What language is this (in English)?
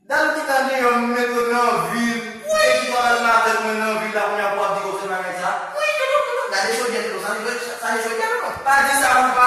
Haitian Creole